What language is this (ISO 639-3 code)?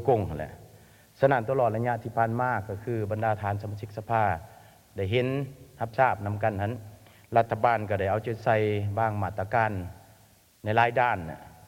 lao